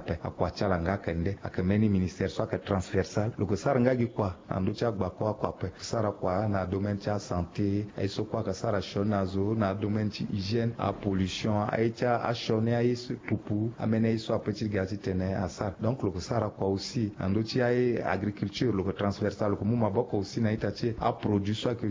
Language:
Sango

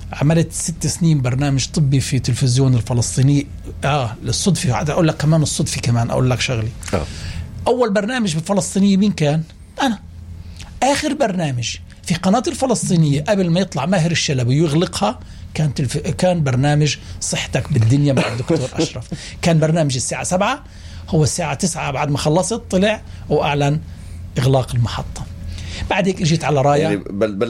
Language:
North Levantine Arabic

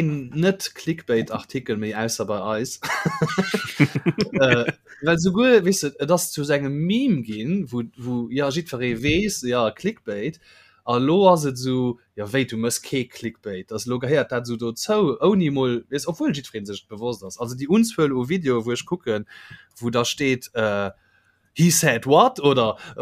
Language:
Luxembourgish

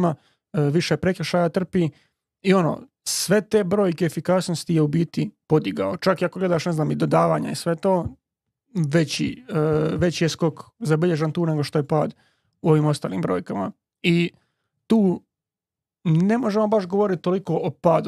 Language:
Croatian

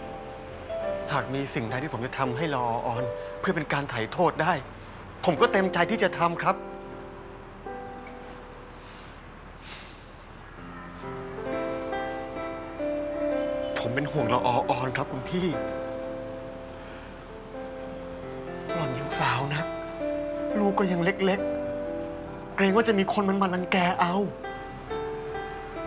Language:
Thai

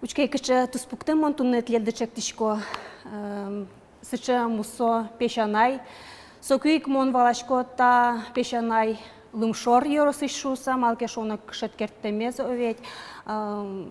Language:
Udmurt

